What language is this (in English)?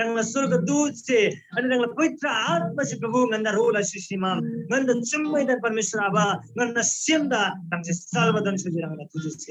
Eastern Tamang